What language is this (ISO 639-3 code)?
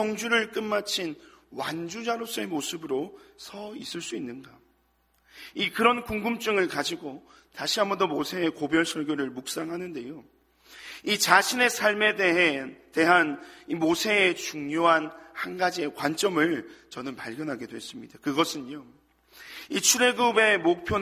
kor